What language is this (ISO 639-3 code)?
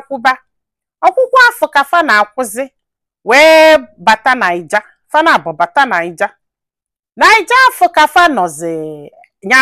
ibo